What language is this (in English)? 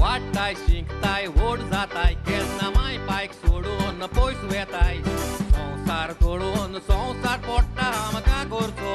Konkani